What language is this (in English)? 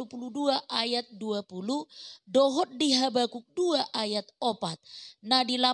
Batak Toba